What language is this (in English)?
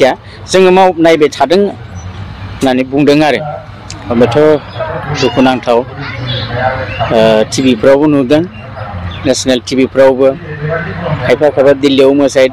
Bodo